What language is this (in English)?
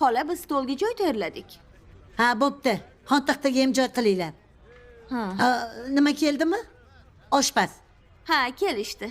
Uzbek